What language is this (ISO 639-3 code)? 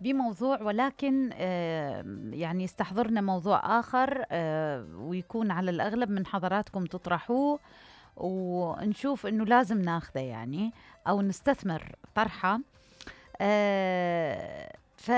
acm